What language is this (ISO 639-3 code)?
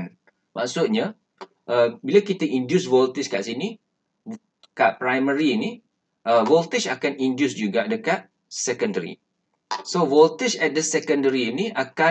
msa